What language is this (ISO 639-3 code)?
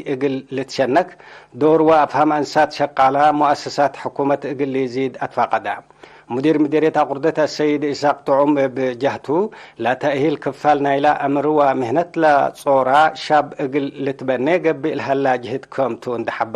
tig